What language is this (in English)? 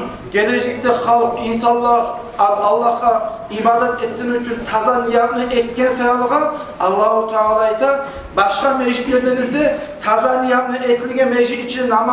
Kumyk